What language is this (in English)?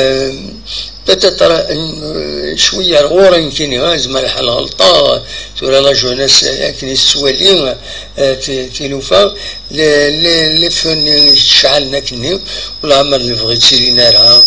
Kabyle